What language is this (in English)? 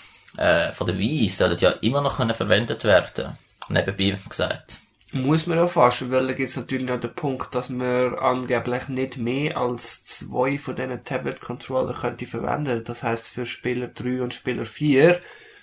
German